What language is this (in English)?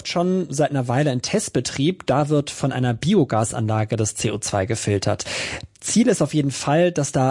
German